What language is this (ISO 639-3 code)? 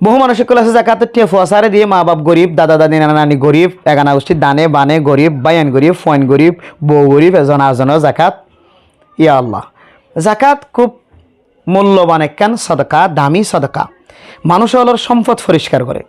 rhg